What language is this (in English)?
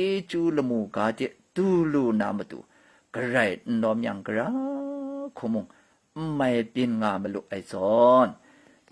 Kachin